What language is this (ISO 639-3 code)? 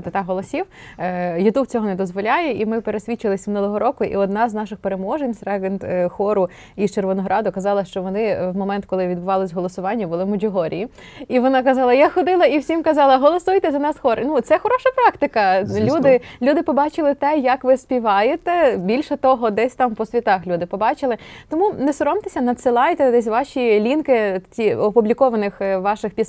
ukr